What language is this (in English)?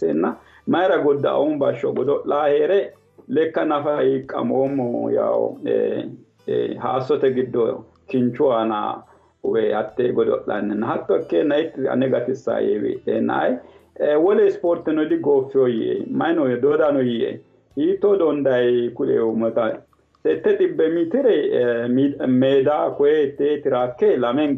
Sidamo